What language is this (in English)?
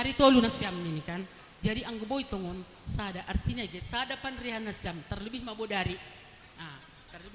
Batak Simalungun